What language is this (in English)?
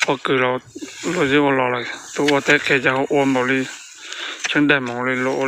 Hmong